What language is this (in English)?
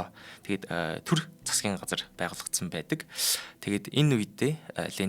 Mongolian